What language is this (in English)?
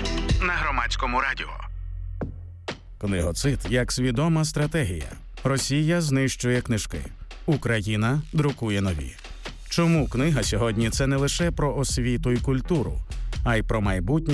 Ukrainian